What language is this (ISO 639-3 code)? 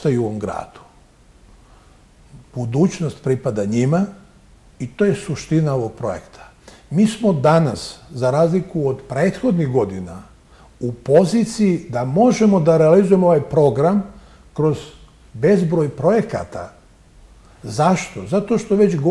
srp